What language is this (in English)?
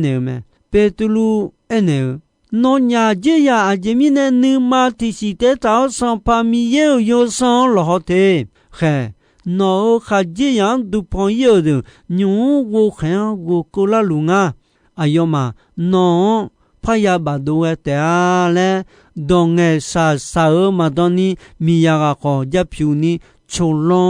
Akha